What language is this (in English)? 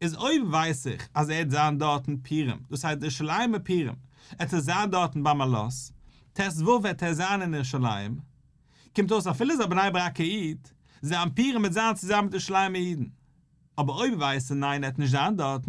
Yiddish